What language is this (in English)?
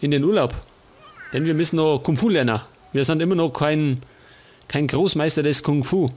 Bavarian